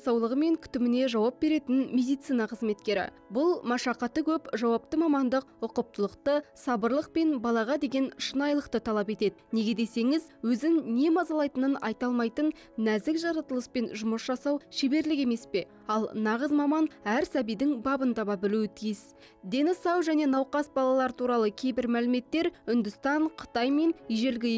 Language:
Kazakh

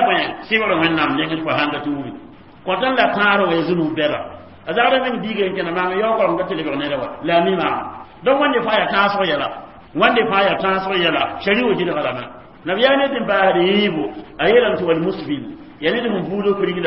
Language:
Mossi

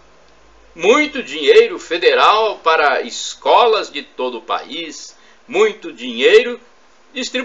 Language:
Portuguese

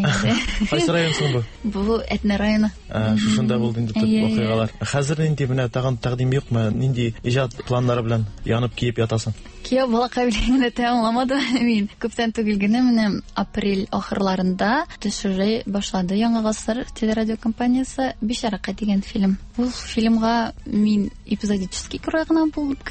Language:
Tatar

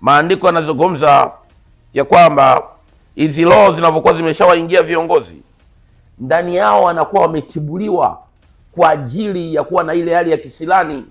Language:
Swahili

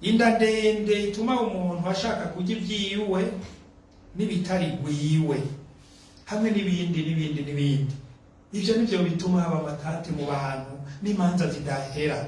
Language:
Rundi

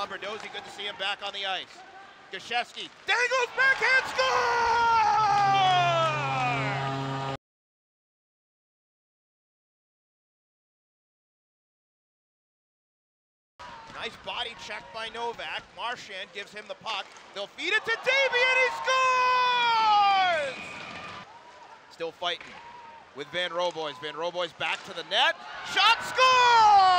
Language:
English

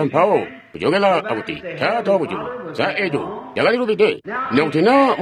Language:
Tonga (Zambia)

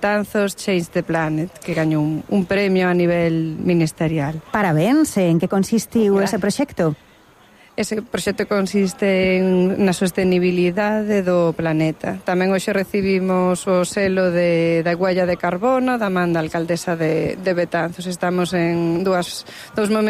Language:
Galician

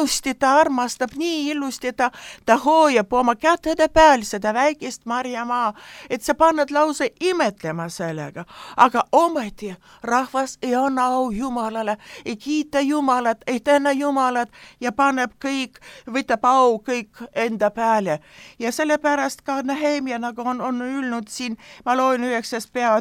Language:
Estonian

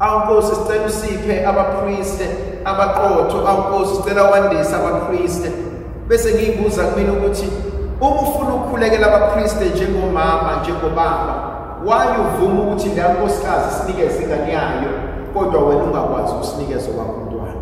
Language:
Zulu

